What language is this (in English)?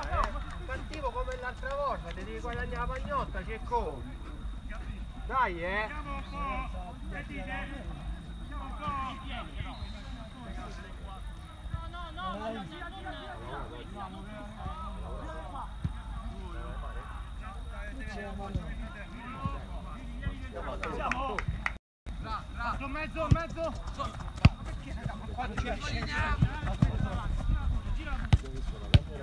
Italian